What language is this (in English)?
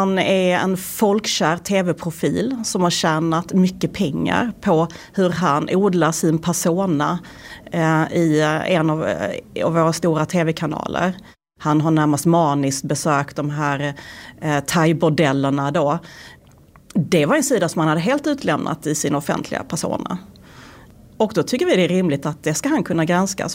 Swedish